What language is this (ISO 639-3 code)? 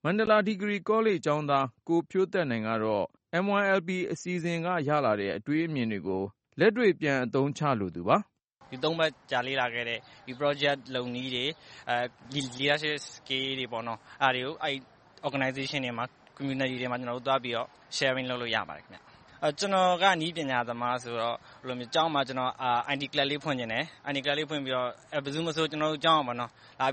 mya